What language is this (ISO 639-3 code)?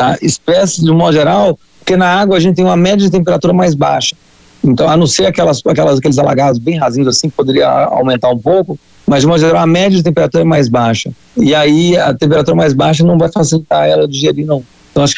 por